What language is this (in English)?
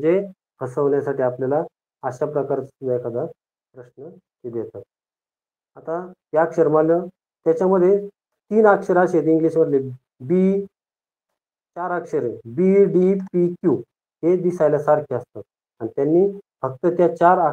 Marathi